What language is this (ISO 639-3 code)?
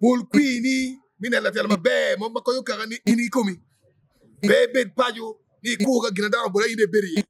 ach